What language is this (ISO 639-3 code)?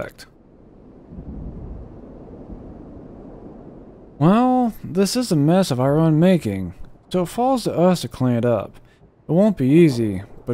eng